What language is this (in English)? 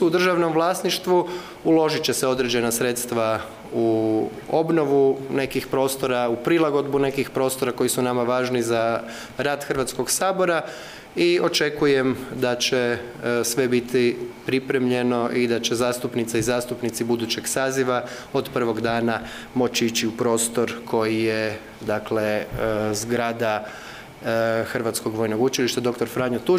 Croatian